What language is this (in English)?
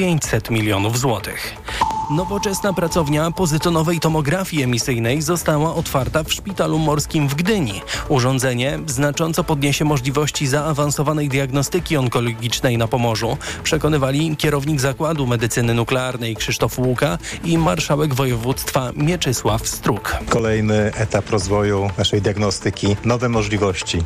Polish